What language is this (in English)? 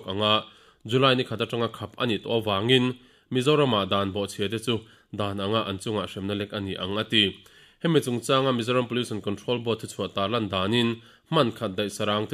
Mizo